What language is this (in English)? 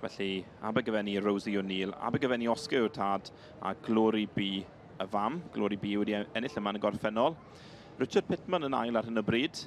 Welsh